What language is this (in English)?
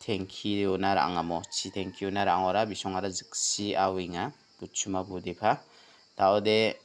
Garo